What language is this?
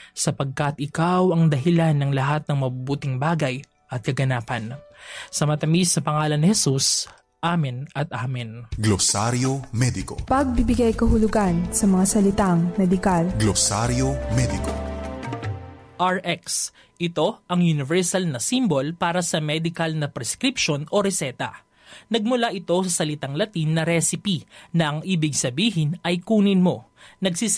Filipino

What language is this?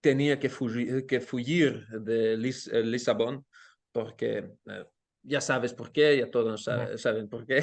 Ladino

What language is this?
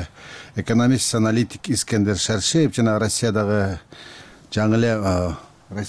Kyrgyz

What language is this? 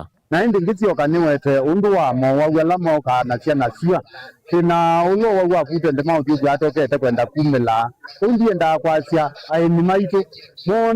Kamba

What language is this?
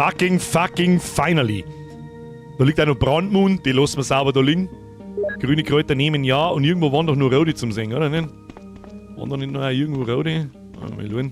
Bavarian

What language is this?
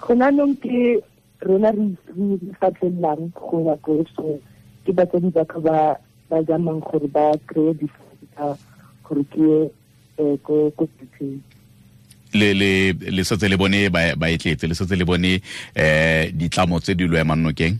Tswana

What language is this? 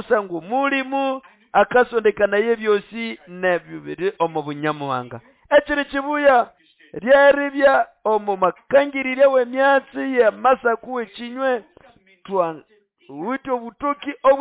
Nande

